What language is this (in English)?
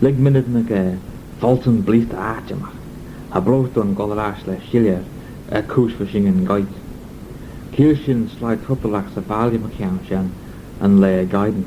Manx